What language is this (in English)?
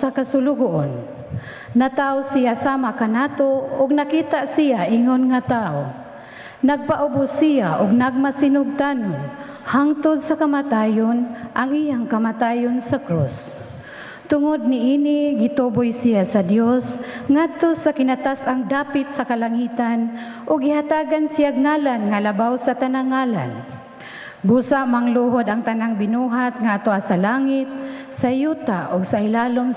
Cebuano